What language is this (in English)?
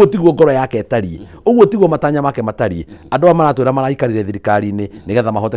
Kikuyu